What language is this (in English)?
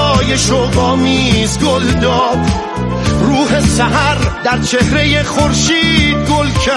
Persian